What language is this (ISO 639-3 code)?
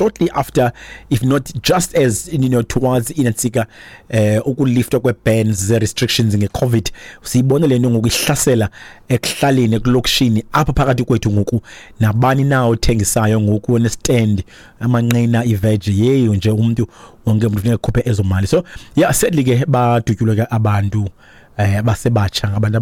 xho